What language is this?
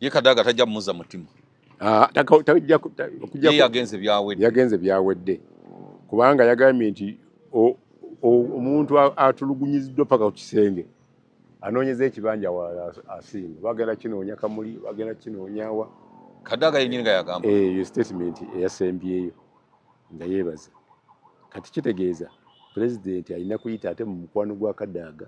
Ganda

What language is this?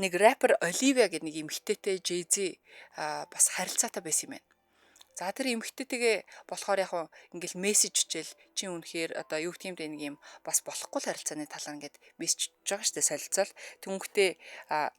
Mongolian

